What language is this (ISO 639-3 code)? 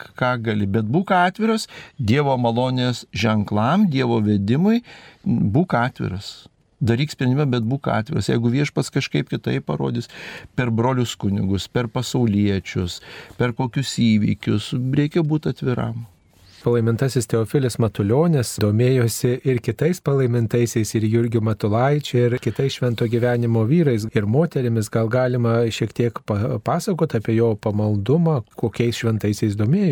lit